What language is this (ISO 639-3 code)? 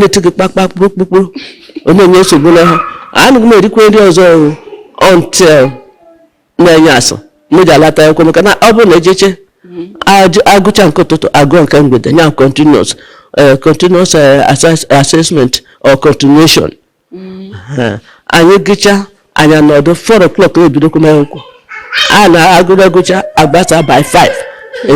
ibo